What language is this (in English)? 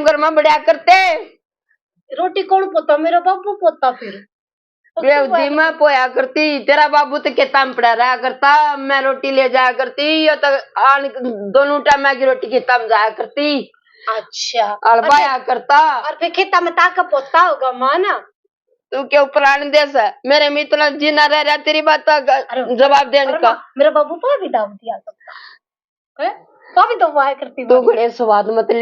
Haryanvi